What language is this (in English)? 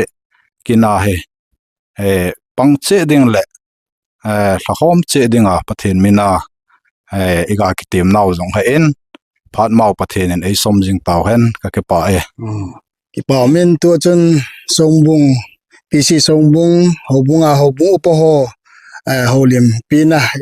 Thado Chin